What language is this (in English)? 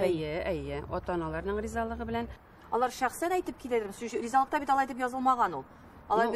Tatar